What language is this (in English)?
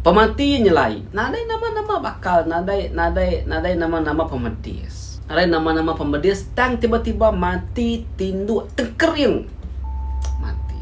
Iban